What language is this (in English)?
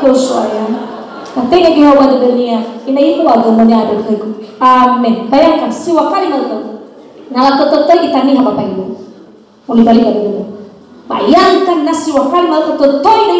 Nias